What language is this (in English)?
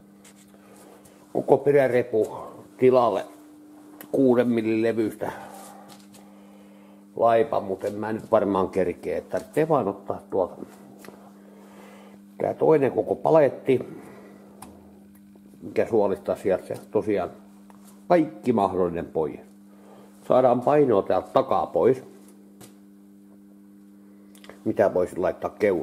Finnish